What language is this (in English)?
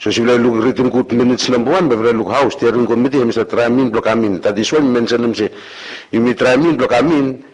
Bislama